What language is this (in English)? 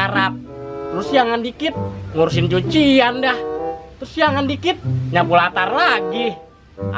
Betawi